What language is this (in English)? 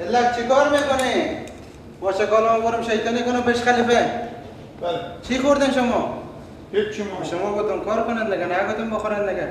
Persian